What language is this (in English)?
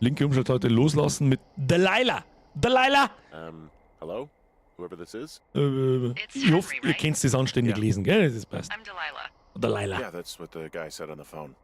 Bavarian